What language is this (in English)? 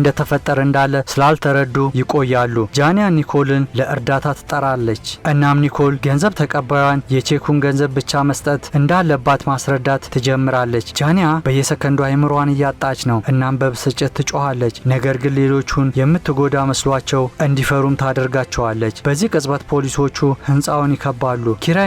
Amharic